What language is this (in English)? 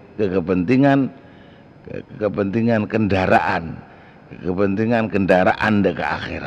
Madurese